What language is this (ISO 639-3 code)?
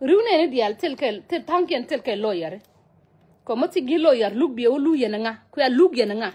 nus